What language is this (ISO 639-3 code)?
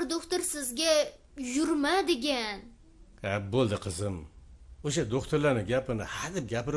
uzb